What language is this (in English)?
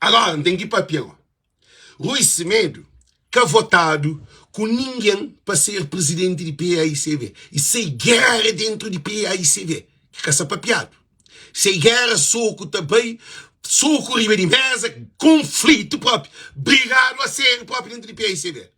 Kabuverdianu